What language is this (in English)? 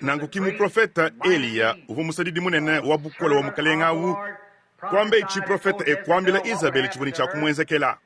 Luba-Lulua